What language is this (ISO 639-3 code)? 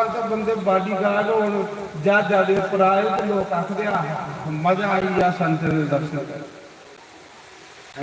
doi